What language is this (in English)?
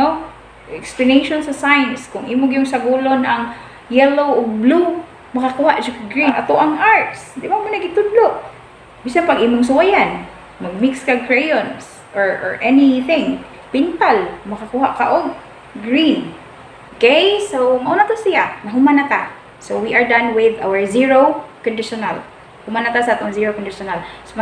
Cebuano